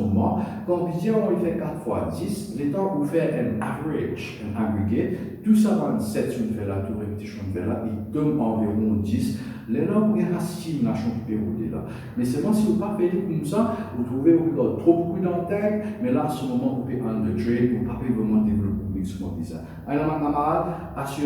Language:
Morisyen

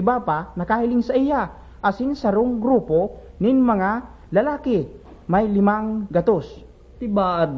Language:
Bikol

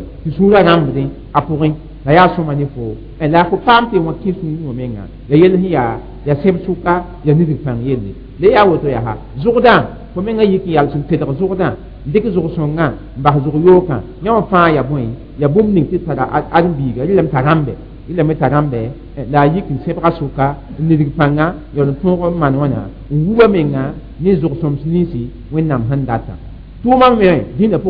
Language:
Mossi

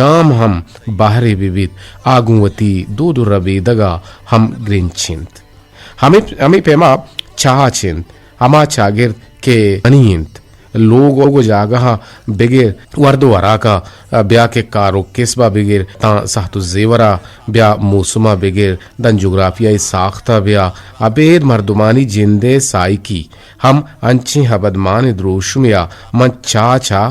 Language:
Eastern Balochi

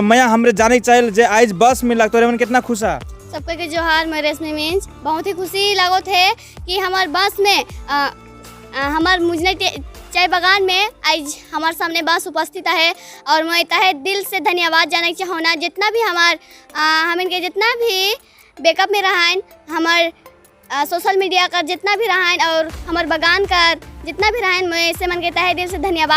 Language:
Sadri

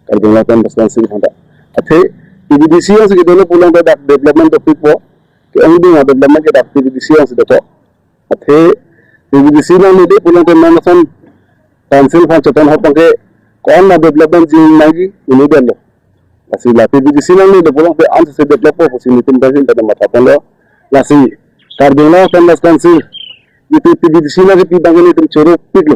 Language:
Karbi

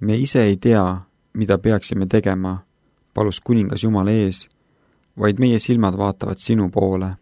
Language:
Estonian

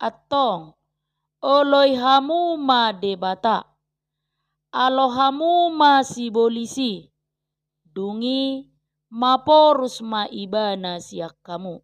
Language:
Batak Toba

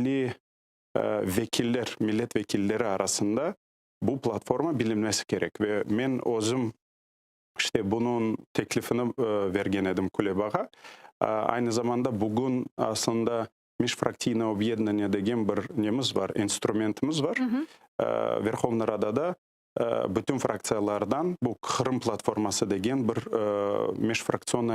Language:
Crimean Tatar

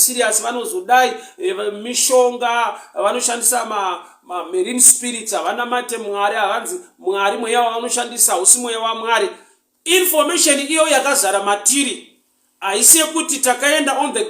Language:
Shona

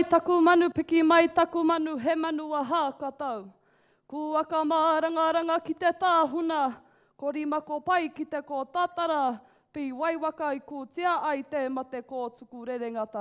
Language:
Māori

